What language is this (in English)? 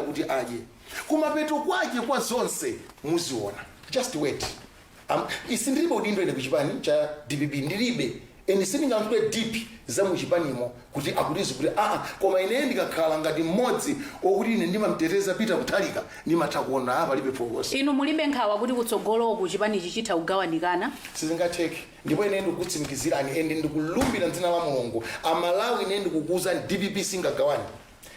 Nyanja